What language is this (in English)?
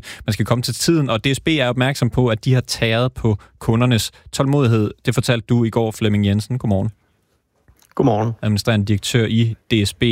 Danish